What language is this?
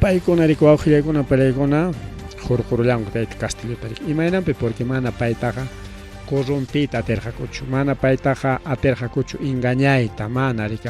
Ayacucho Quechua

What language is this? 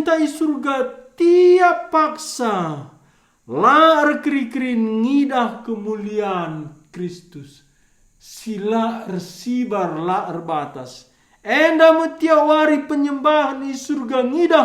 Batak Karo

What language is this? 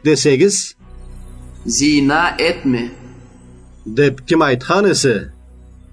Karachay-Balkar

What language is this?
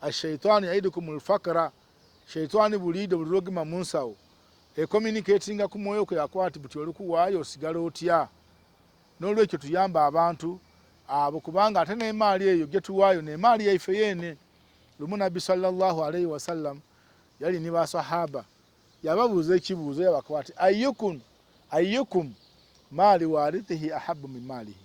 Ganda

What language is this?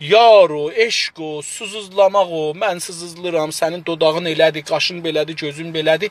South Azerbaijani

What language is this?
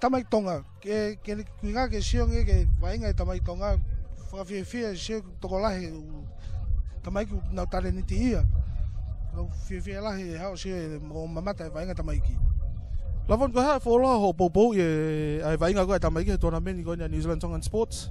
Tongan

